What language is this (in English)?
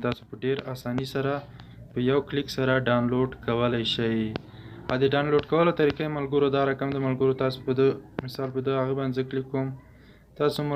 Pashto